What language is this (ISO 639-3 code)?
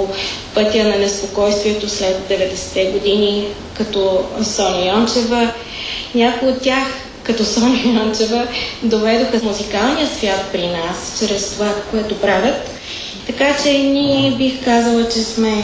bul